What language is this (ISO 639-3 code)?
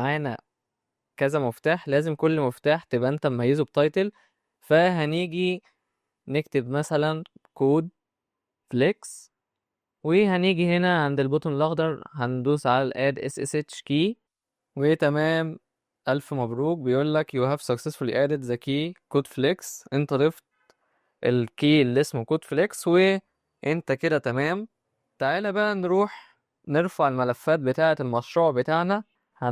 arz